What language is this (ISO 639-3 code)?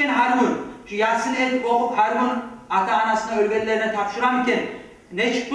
kum